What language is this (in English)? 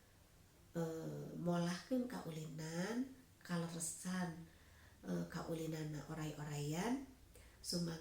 Sundanese